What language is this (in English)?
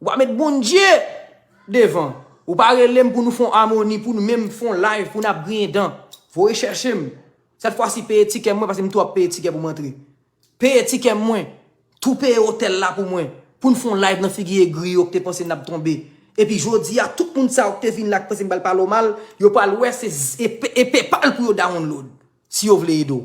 Haitian Creole